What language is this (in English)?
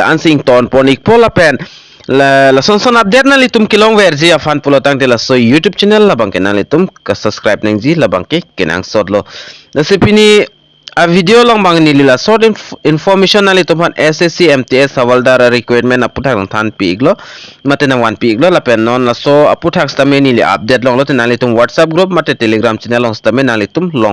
Karbi